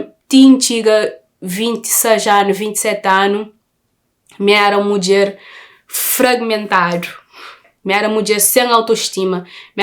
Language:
Kabuverdianu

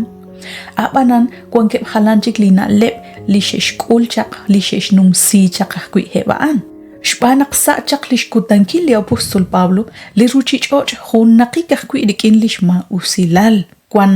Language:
Kekchí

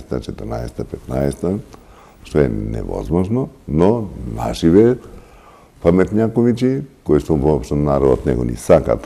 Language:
Macedonian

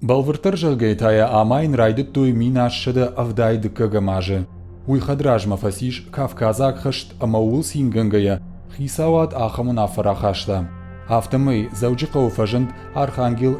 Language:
Ossetic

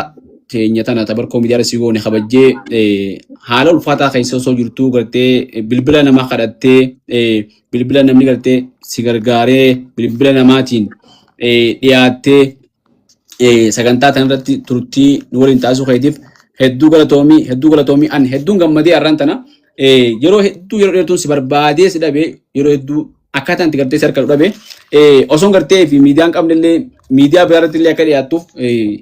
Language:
Oromo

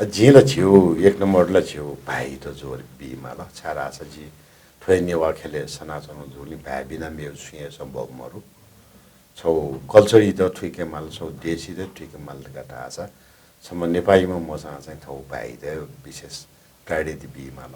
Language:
Newari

